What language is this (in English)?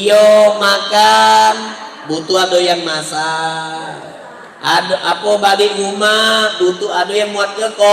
Musi